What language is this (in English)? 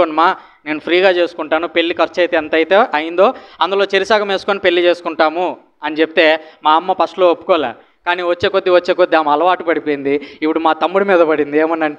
Telugu